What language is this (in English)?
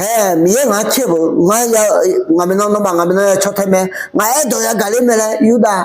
Akha